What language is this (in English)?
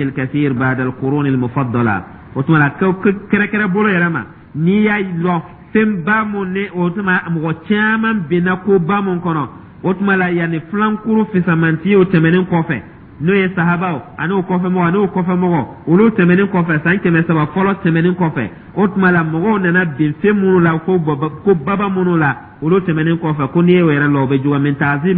Dyula